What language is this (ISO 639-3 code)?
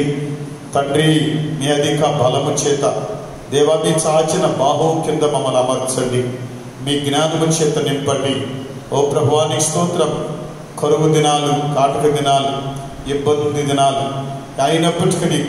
tel